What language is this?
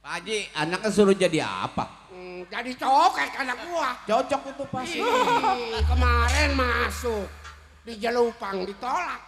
Betawi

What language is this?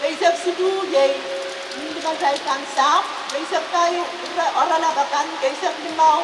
Pohnpeian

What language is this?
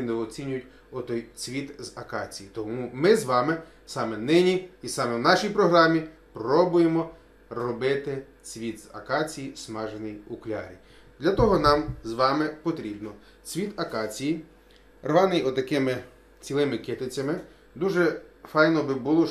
Ukrainian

